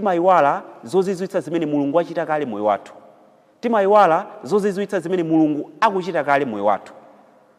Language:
Nyanja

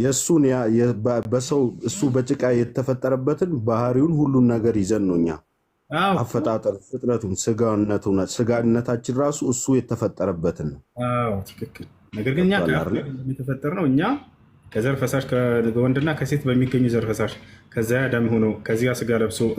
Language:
Amharic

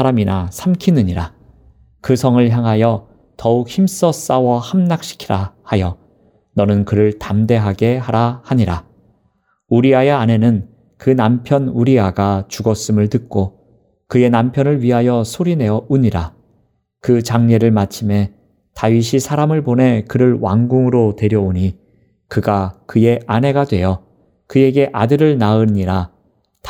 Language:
Korean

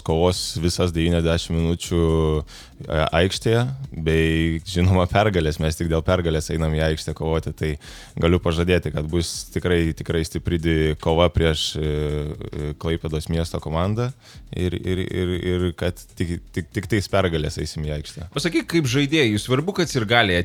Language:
Lithuanian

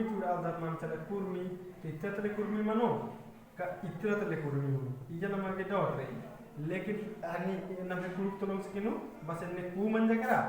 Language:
Kurukh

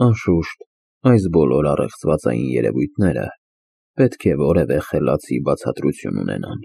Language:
Armenian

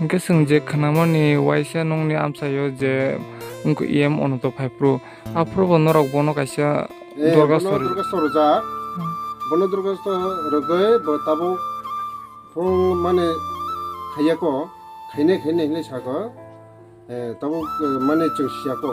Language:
Kok Borok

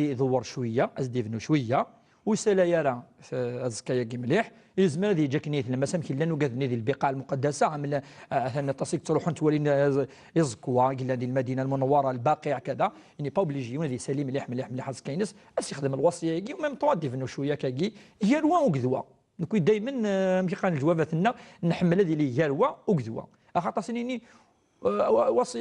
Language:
Kabyle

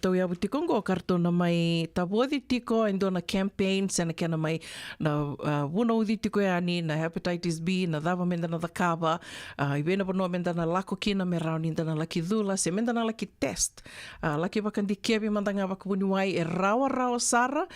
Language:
Fijian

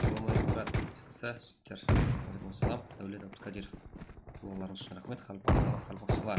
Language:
Kara-Kalpak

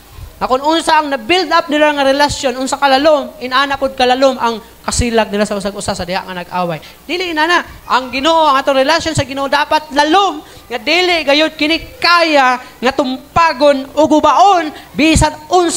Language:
Cebuano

